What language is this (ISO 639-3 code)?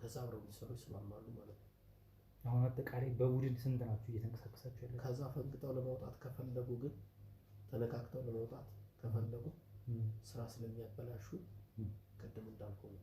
amh